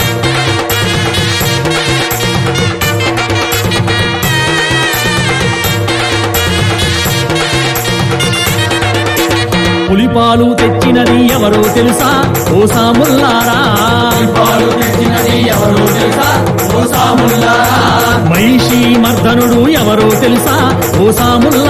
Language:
Telugu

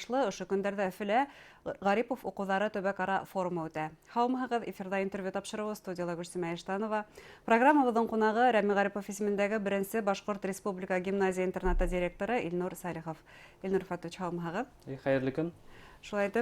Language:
Bashkir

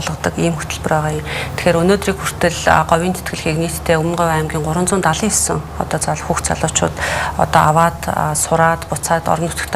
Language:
Mongolian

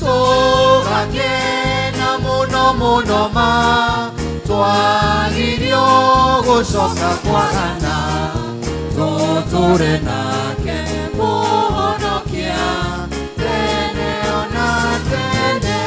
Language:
Kikuyu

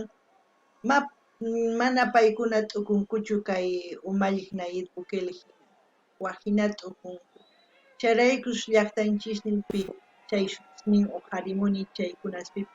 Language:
South Bolivian Quechua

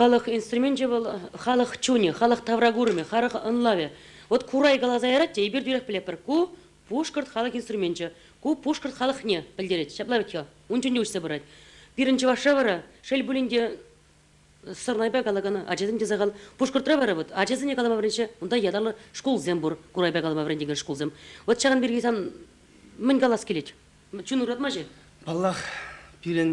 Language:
Chuvash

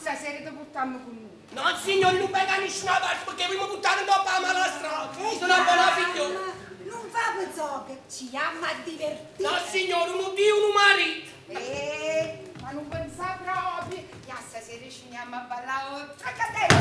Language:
Neapolitan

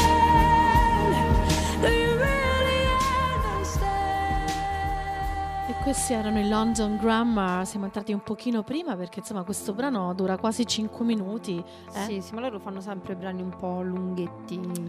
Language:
Italian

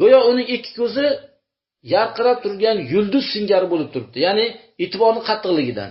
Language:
Uzbek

